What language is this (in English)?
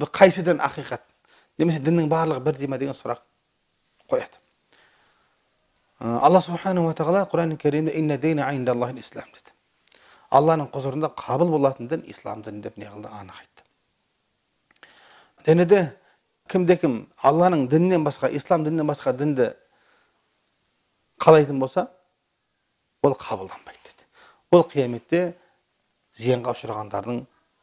Kazakh